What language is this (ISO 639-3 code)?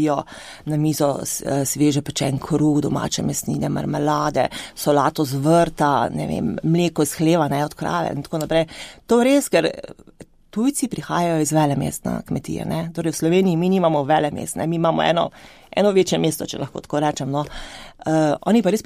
slv